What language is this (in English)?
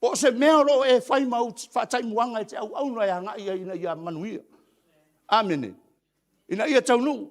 Samoan